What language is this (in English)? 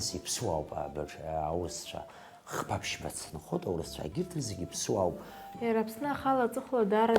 Abkhazian